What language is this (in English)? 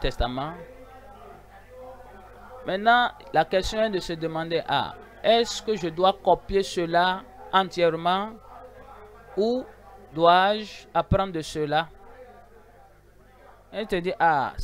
French